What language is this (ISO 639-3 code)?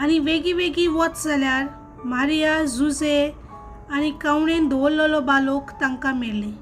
kok